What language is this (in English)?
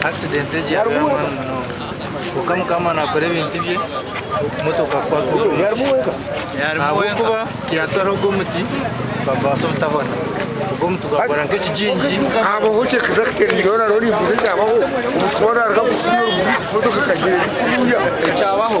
Nyankole